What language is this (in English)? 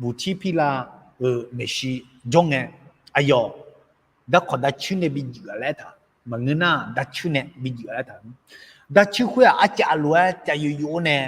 Akha